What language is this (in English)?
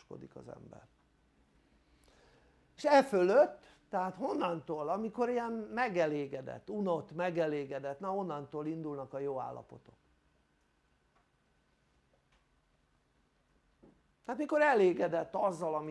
Hungarian